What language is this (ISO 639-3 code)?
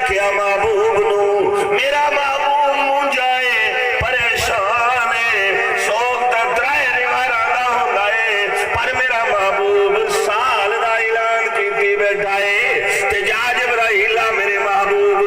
skr